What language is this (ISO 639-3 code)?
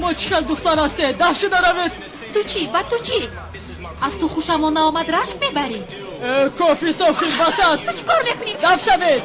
tgk